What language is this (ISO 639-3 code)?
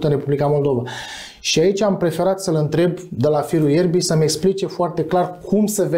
ron